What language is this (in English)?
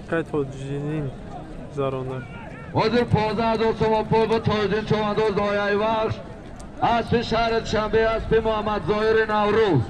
Tajik